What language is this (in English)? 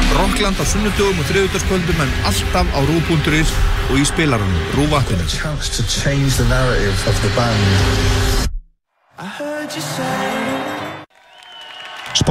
Icelandic